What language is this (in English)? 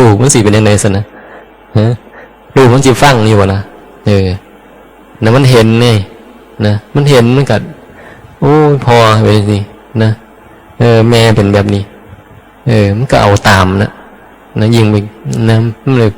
Northeastern Thai